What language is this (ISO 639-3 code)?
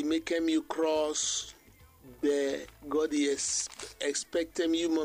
bis